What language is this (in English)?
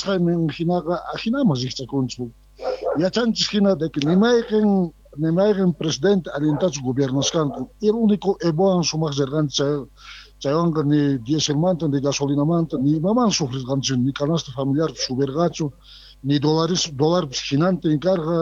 South Bolivian Quechua